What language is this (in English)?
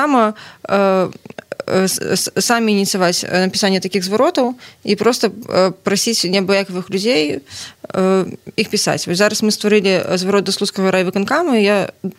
Belarusian